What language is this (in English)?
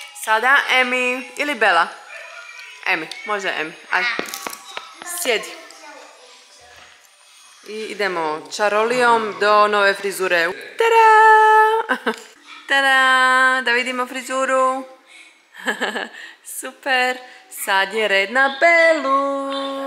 Croatian